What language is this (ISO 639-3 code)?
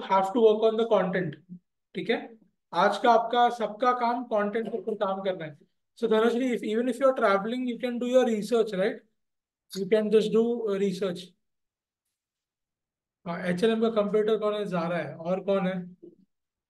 hin